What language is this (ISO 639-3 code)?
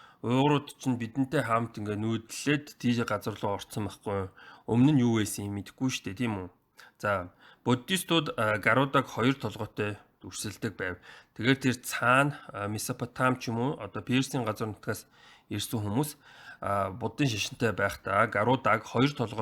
mon